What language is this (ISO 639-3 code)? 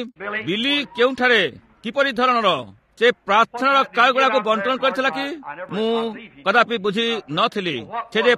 ori